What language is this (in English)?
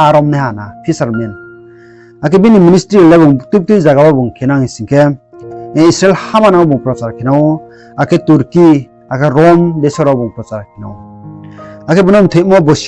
Riang (India)